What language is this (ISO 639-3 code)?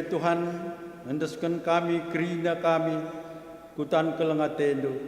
btx